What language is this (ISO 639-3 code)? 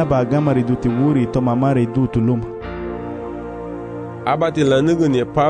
cab